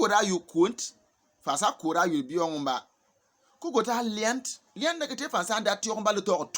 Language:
Bimoba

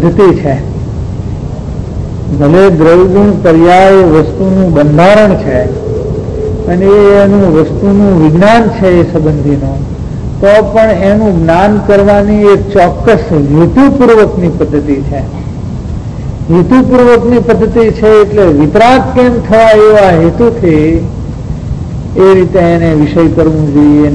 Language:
Gujarati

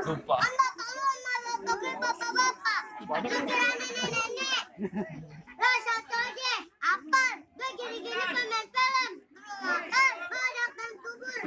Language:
Betawi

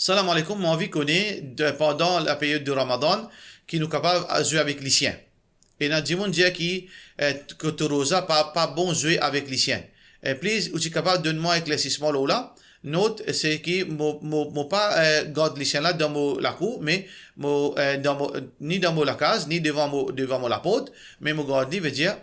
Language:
Morisyen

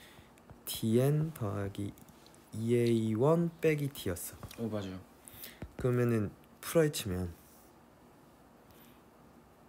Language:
Korean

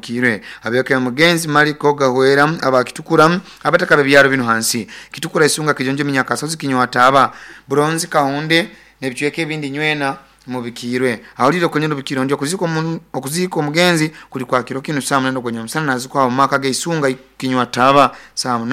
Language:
Nyoro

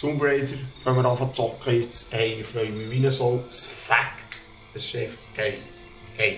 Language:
Swiss German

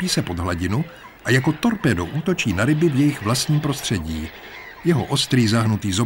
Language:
Czech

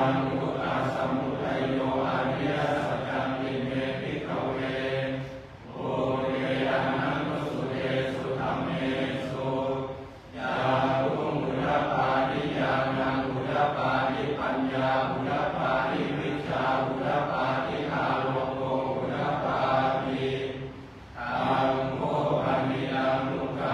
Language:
Pali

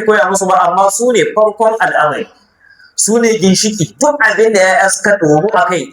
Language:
Hausa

